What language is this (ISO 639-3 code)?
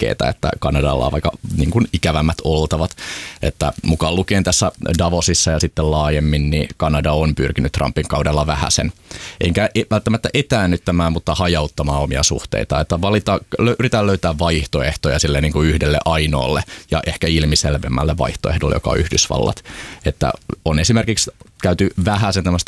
fin